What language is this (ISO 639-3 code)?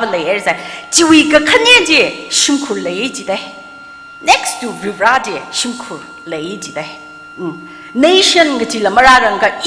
nmf